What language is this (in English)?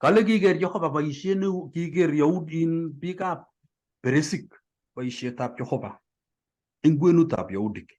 Kalenjin